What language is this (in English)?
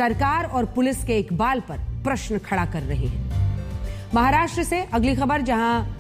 Hindi